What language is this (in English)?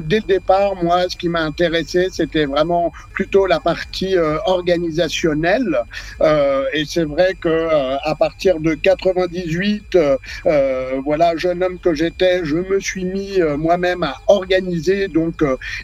French